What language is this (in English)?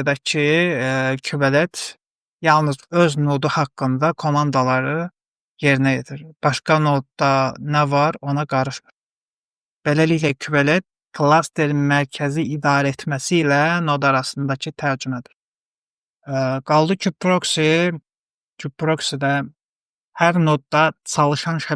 Azerbaijani